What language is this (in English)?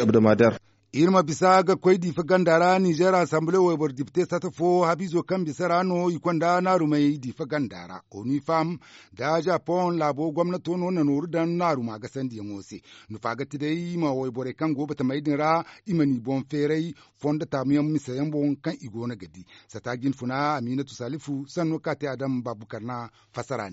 Zarma